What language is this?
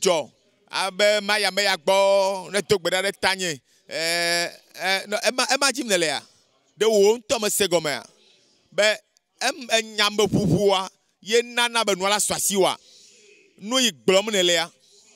Ewe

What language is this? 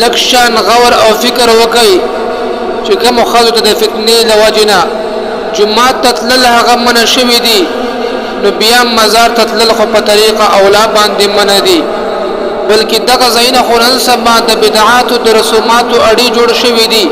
Pashto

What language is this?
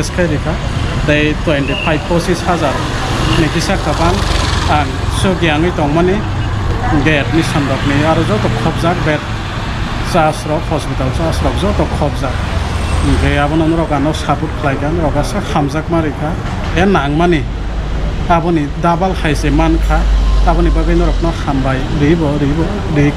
Kok Borok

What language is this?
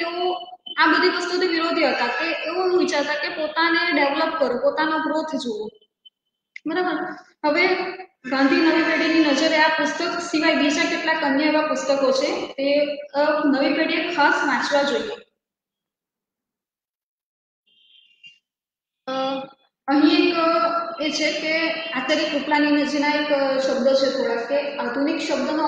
Gujarati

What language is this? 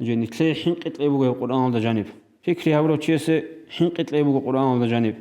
Avaric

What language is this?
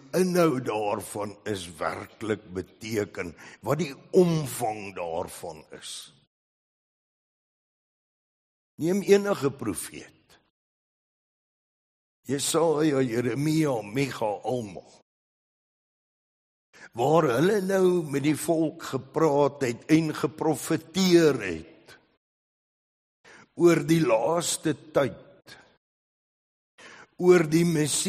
Afrikaans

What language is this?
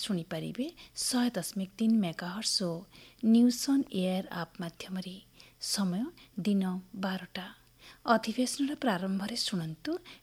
Odia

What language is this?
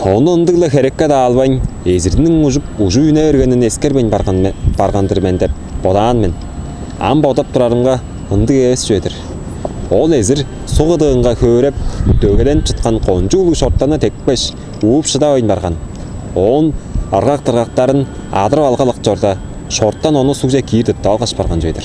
Tuvinian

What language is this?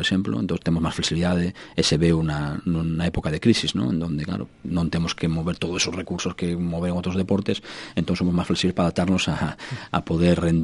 Galician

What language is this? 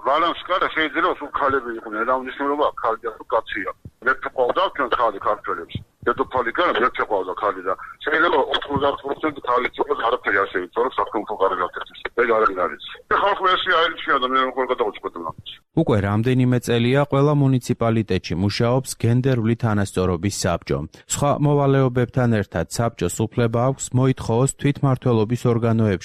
Georgian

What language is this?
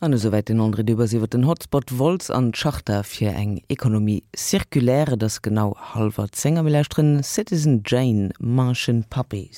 Luxembourgish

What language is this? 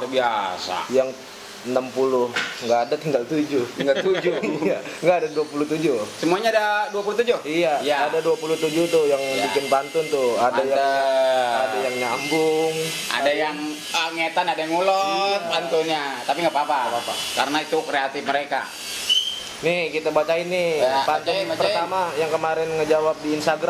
Betawi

